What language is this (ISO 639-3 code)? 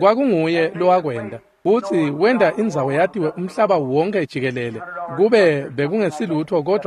ssw